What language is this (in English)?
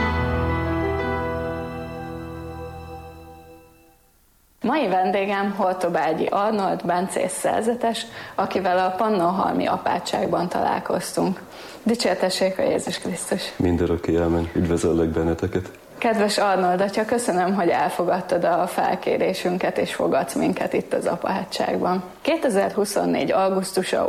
Hungarian